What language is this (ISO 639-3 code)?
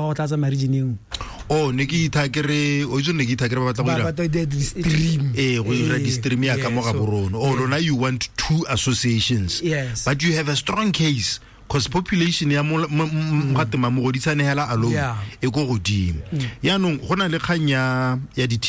tsn